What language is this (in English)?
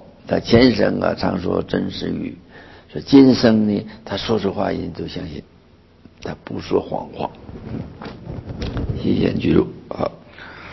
Chinese